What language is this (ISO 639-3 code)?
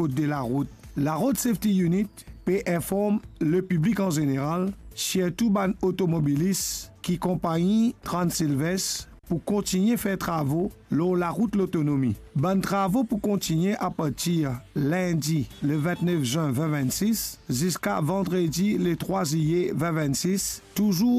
mfe